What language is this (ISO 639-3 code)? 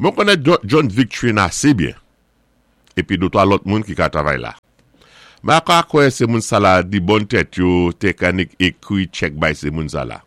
acf